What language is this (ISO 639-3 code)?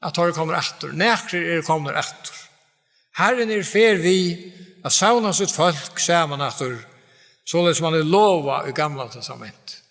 fao